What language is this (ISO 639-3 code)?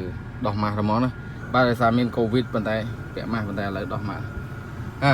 khm